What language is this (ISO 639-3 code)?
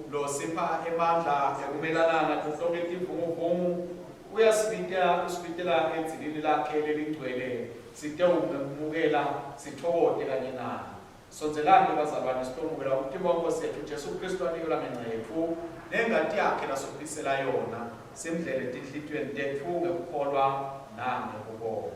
ssw